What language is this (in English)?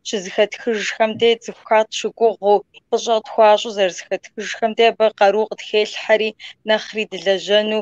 Kabardian